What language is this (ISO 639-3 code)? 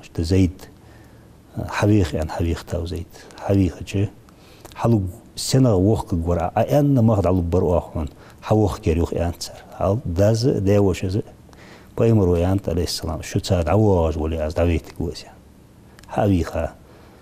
inh